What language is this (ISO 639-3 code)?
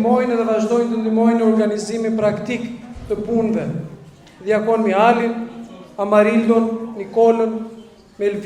sqi